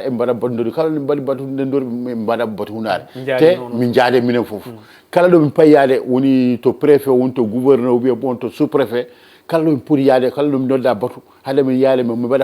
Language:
Fula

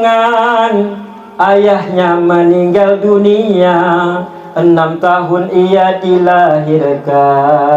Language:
Banjar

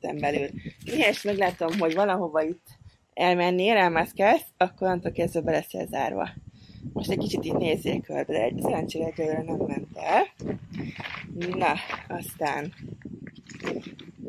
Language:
Hungarian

